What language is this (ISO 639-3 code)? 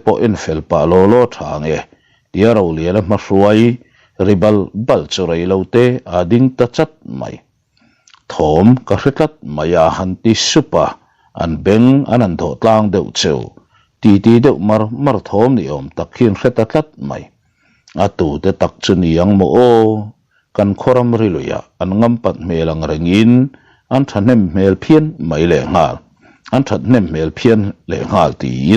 lus